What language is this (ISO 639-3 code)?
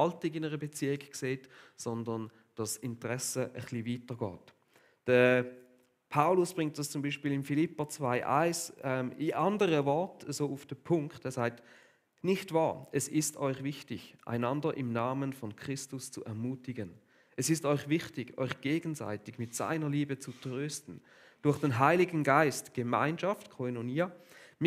gsw